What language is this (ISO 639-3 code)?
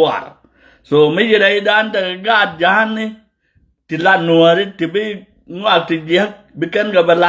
nus